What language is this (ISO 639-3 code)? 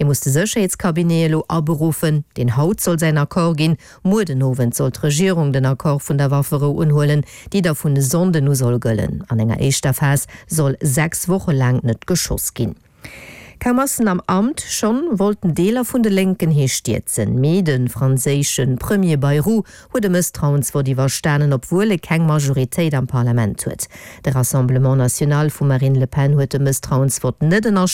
ltz